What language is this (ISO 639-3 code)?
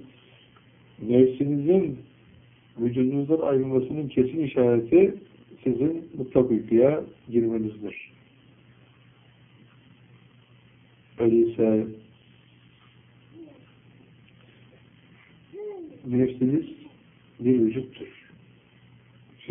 tur